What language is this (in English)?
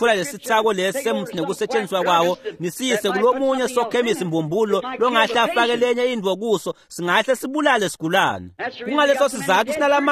Swati